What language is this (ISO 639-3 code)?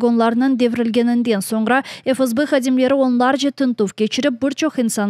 crh